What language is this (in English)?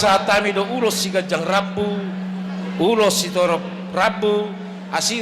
Batak Toba